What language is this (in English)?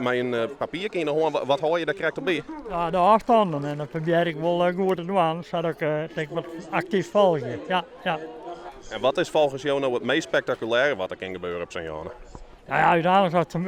Western Frisian